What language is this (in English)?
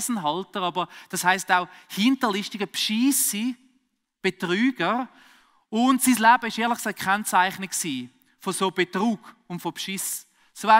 Swiss German